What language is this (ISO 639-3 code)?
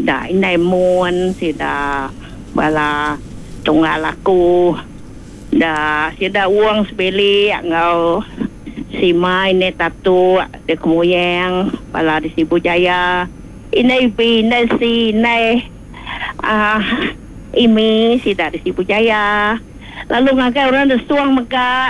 iba